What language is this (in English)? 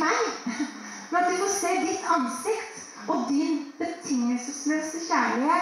Norwegian